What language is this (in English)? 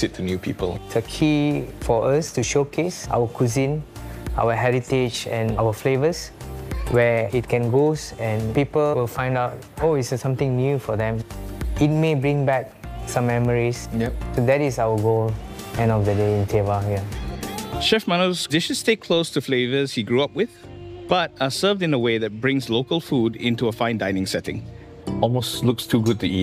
English